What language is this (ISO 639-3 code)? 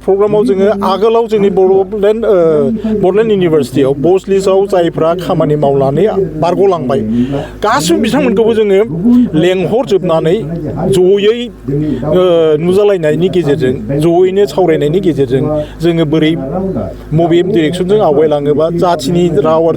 brx